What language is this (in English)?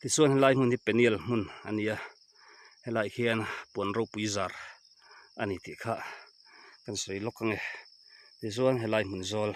Mizo